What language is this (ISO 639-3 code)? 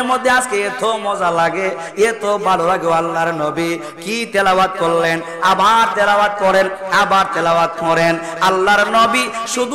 ben